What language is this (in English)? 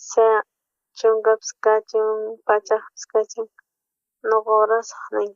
South Bolivian Quechua